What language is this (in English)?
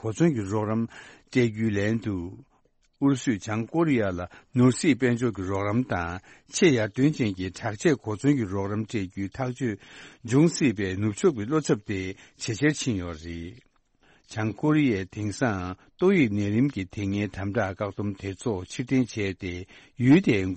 Tibetan